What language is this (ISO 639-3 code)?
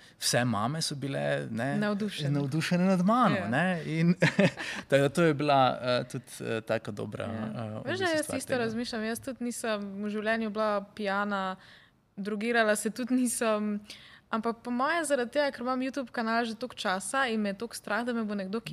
slv